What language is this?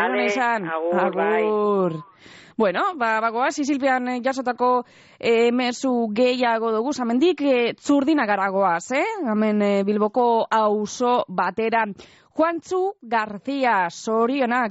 Basque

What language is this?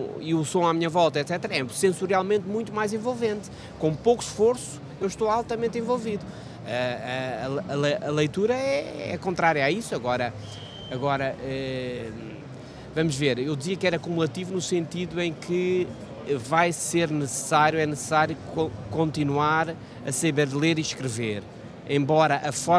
Portuguese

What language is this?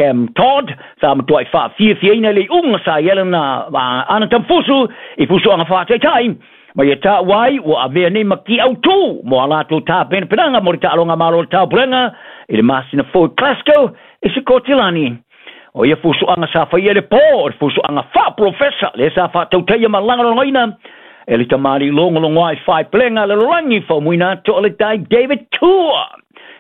Samoan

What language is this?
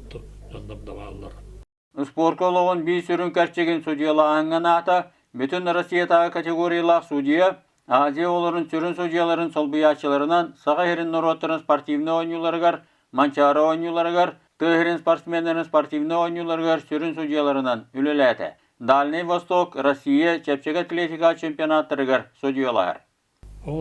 Yakut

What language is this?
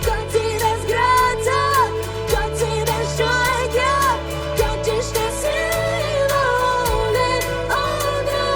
Plautdietsch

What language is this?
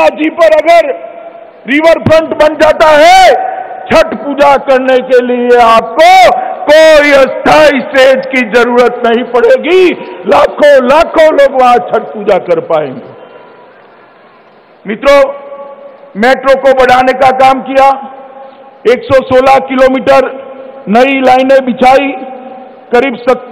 Hindi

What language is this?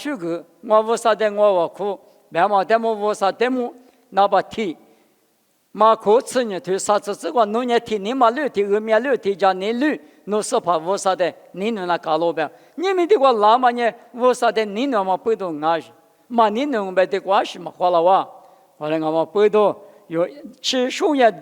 Lisu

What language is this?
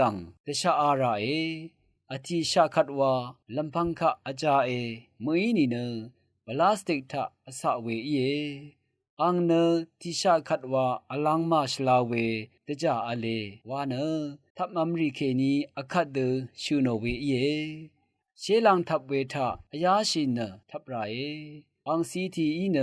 Rawang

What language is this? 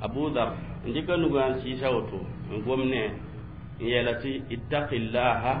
Mossi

